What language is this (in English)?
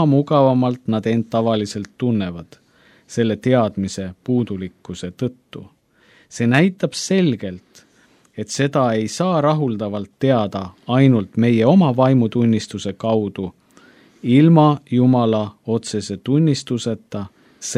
Estonian